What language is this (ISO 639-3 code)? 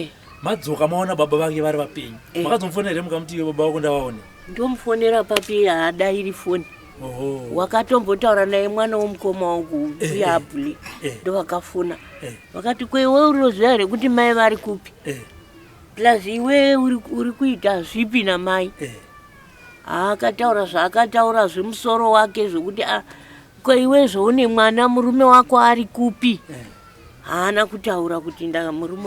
sna